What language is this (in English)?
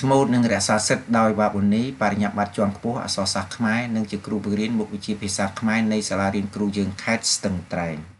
Khmer